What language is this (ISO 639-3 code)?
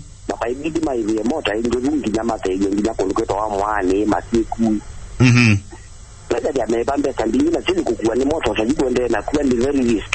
kam